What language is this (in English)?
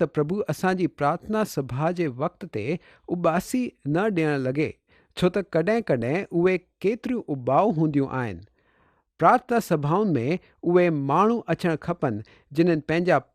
Sindhi